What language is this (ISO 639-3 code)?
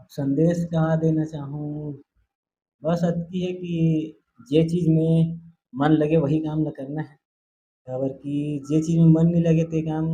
hne